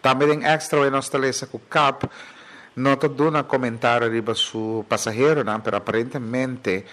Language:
Papiamento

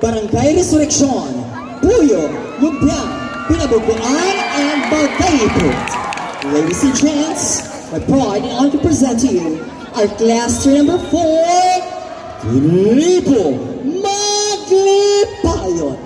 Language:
Masbatenyo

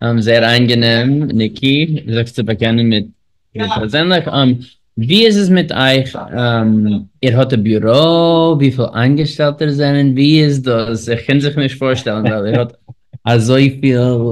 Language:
Yiddish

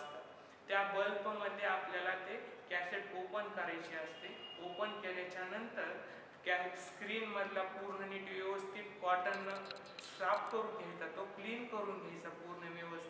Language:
Marathi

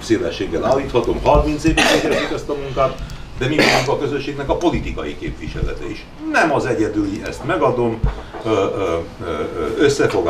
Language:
Hungarian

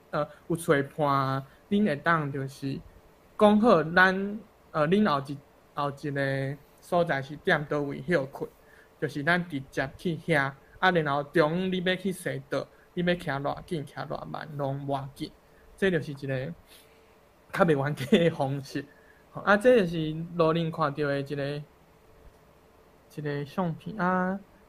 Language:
Min Nan Chinese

